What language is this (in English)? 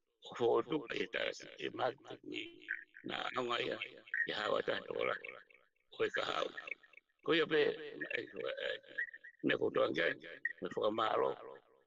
Tongan